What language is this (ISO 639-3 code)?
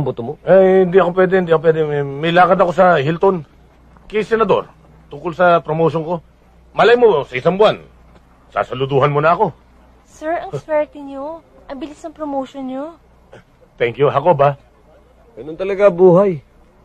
fil